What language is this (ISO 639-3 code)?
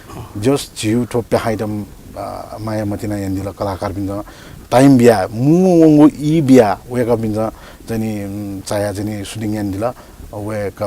new